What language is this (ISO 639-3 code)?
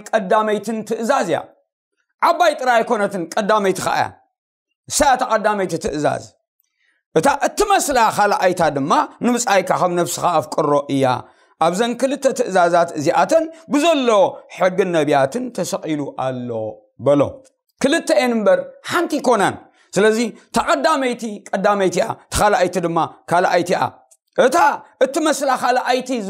tir